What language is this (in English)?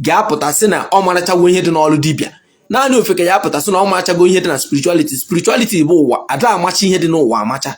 Igbo